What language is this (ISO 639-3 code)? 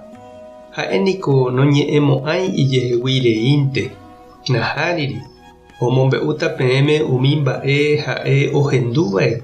grn